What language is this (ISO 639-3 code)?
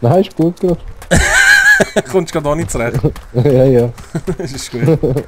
gsw